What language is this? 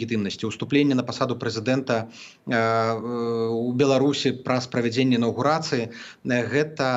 Belarusian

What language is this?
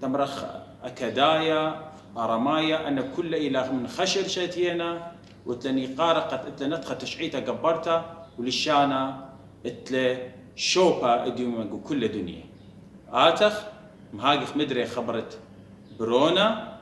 Assyrian Neo-Aramaic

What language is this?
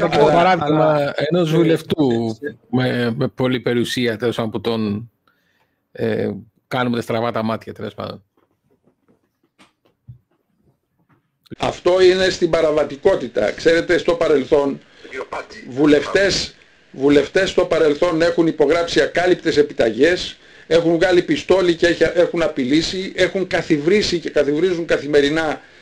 Greek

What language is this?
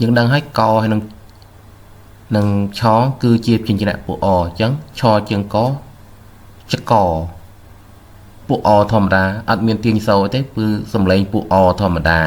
Khmer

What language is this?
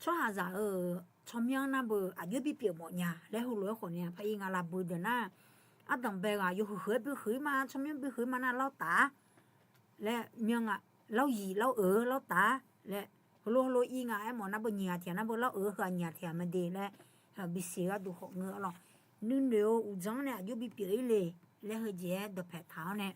Akha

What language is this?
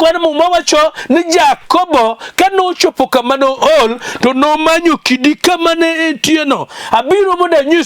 Luo (Kenya and Tanzania)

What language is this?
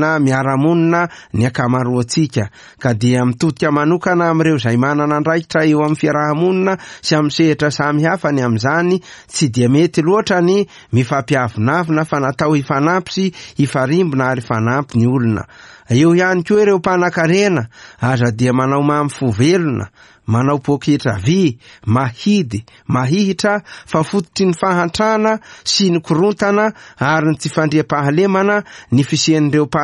Malagasy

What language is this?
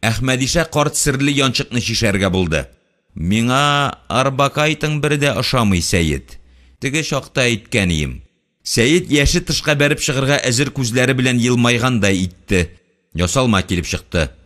Tatar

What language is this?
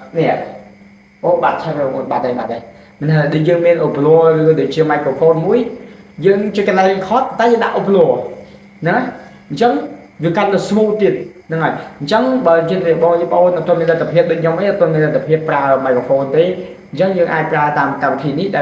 Khmer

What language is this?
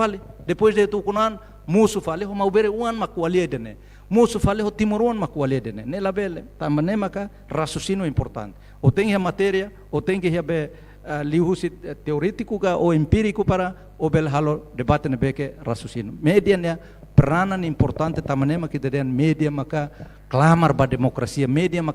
Tetum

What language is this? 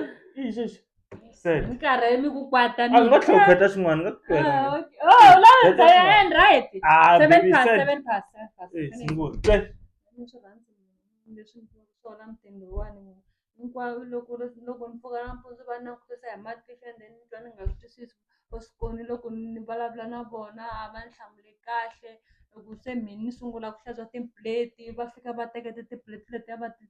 Tsonga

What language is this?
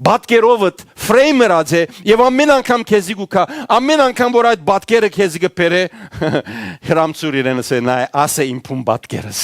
Western Armenian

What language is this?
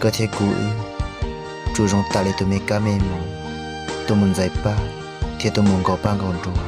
Hmong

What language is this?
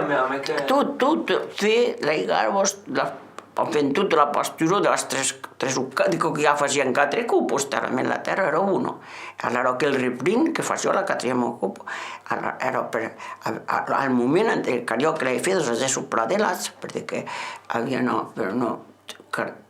Occitan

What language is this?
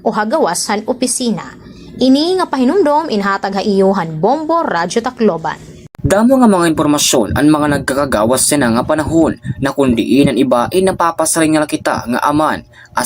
Waray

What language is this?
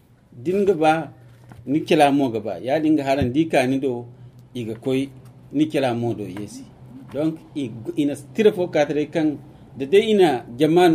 Zarma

